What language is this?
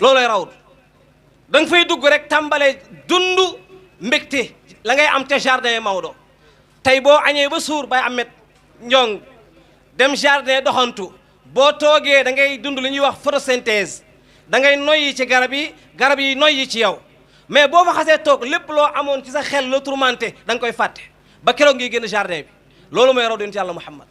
Wolof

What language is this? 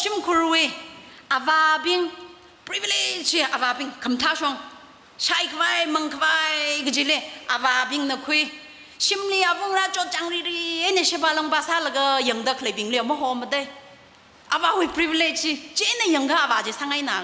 Tangkhul Naga (India)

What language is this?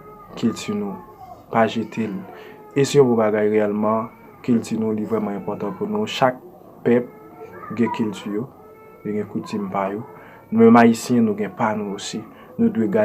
Haitian Creole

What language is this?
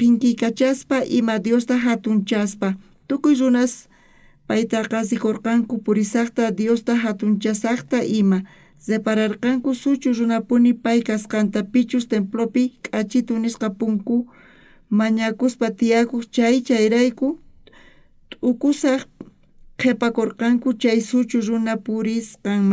South Bolivian Quechua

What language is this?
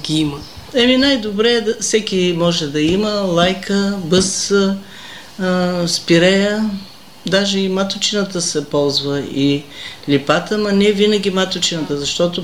Bulgarian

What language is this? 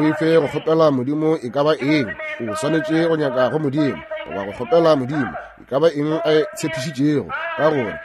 Northern Sotho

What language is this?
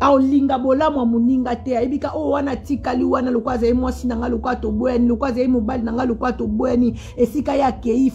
Lingala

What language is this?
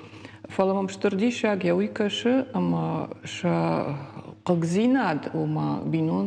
Ossetic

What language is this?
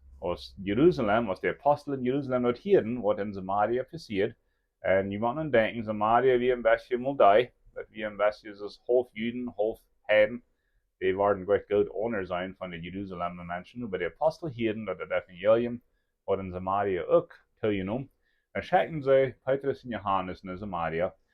Plautdietsch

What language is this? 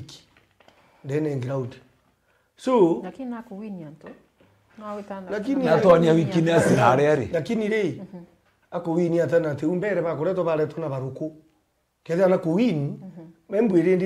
Meru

